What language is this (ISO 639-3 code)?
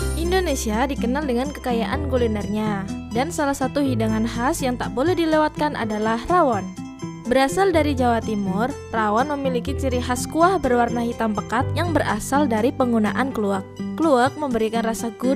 ind